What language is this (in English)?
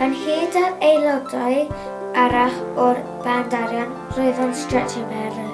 Welsh